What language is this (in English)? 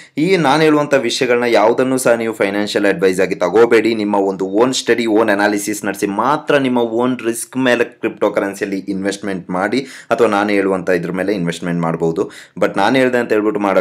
Kannada